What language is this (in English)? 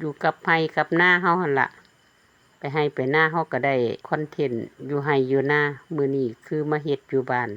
Lao